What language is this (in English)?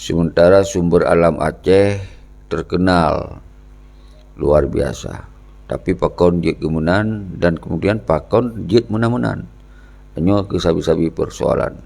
Achinese